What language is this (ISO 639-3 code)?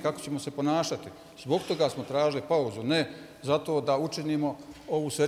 bos